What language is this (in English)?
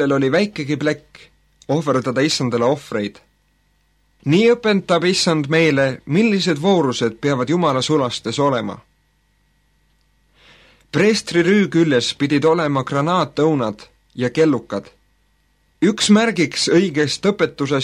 Estonian